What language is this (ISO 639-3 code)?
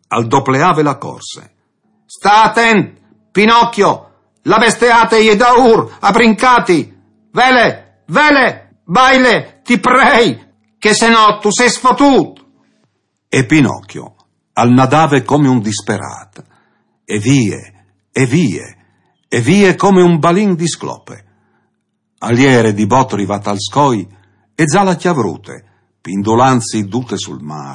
fur